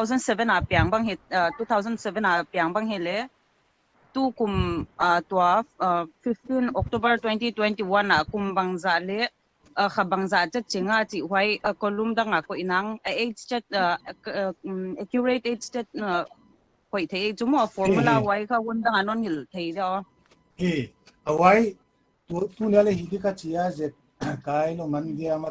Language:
Paite Chin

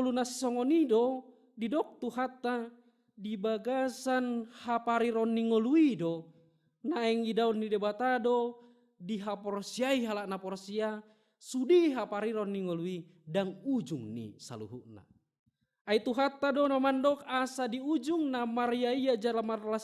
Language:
Batak Toba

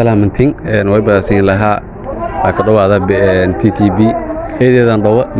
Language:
Somali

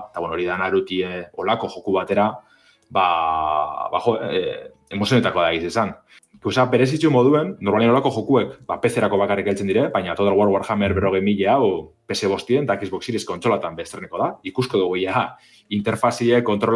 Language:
Basque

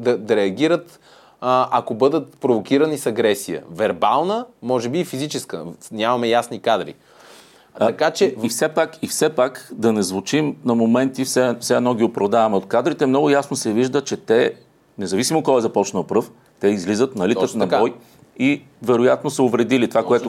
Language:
Bulgarian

